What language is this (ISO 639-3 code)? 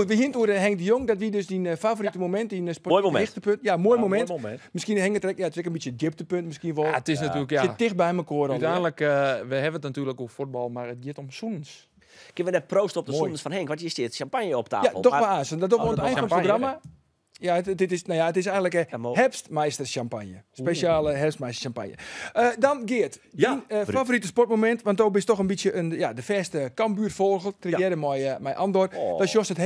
fry